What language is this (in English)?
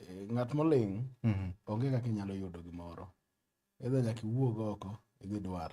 Luo (Kenya and Tanzania)